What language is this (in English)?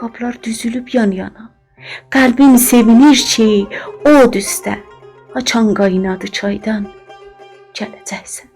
South Azerbaijani